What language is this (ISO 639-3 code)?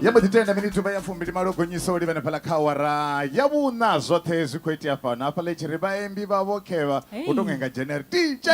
ven